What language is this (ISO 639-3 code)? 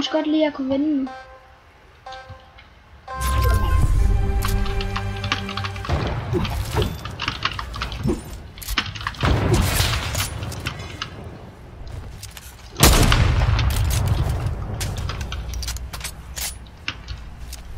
dan